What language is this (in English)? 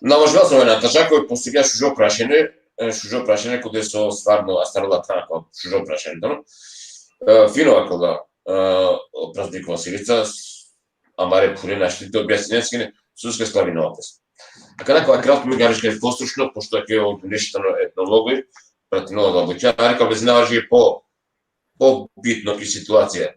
Balkan Romani